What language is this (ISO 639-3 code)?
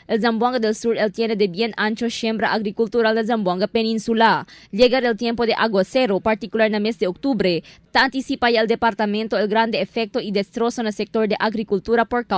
cbk